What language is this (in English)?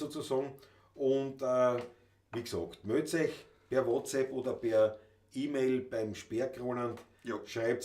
Bavarian